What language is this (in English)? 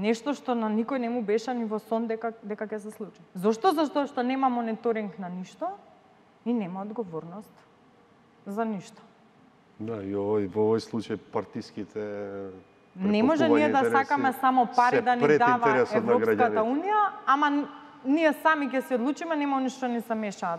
Macedonian